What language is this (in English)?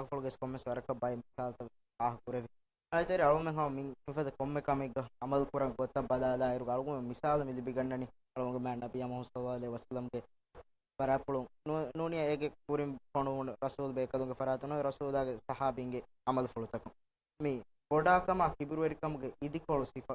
Divehi